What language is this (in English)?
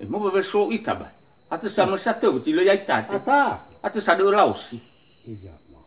Nias